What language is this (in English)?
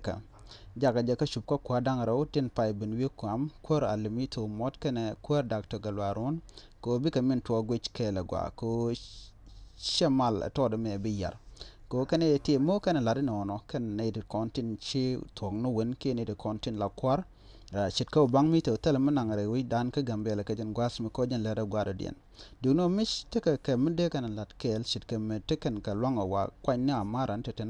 Nuer